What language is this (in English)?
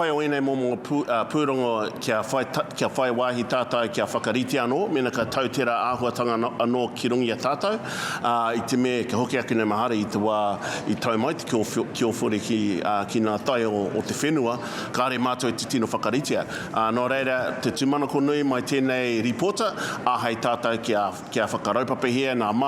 Māori